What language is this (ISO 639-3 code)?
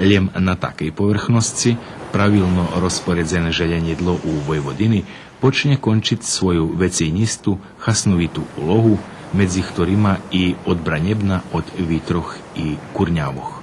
rue